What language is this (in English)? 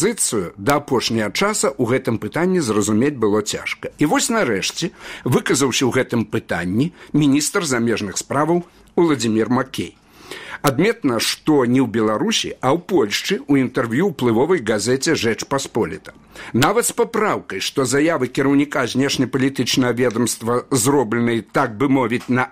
Belarusian